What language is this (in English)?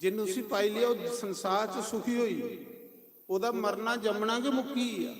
Dogri